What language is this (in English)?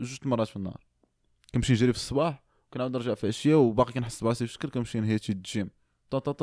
Moroccan Arabic